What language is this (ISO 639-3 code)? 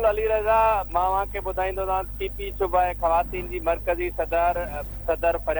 snd